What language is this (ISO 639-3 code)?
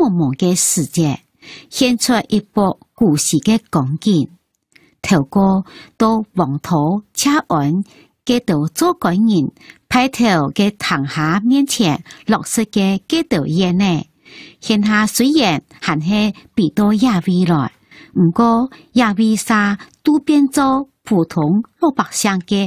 hak